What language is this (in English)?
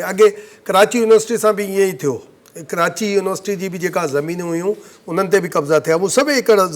Sindhi